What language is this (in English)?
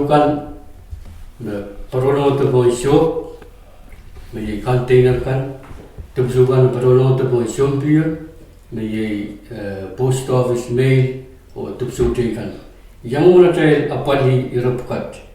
Pohnpeian